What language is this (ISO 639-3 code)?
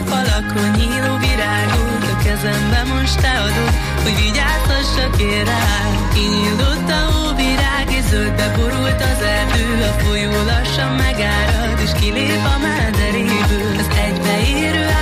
hun